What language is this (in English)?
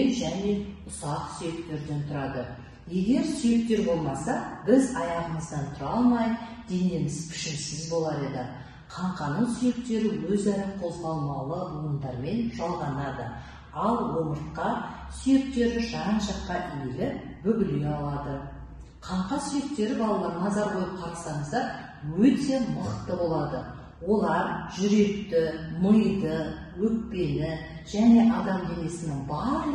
Kazakh